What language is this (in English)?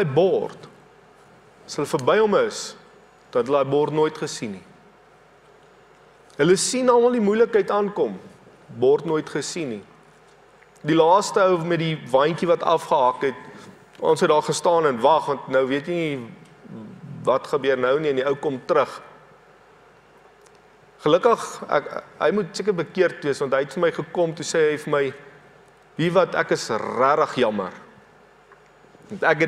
Afrikaans